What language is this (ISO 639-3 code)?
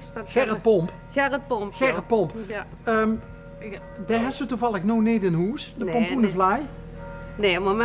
lim